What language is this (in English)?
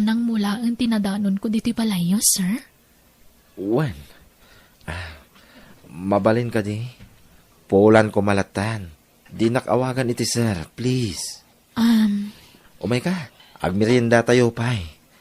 Iloko